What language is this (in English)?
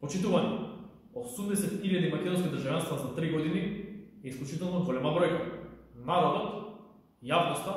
Macedonian